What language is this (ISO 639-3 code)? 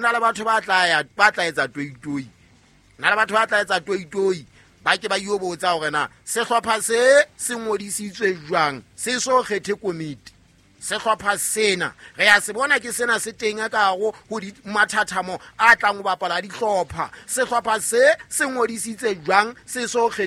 sot